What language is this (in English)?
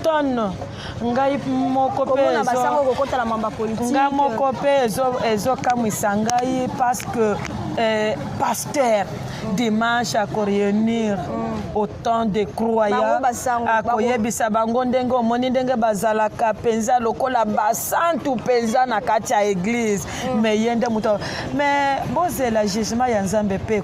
Lingala